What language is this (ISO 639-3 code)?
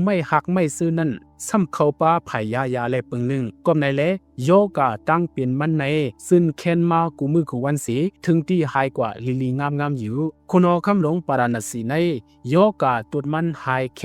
shn